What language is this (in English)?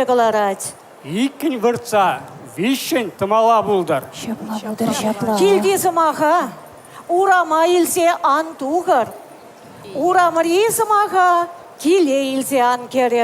Chuvash